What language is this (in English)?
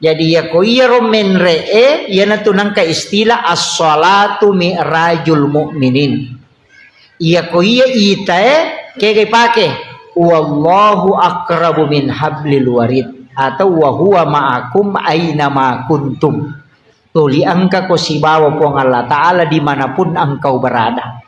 Buginese